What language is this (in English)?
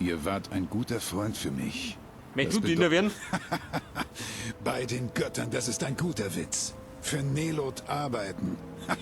Bavarian